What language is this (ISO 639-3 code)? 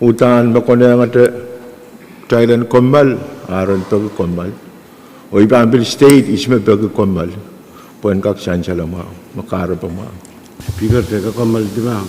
pon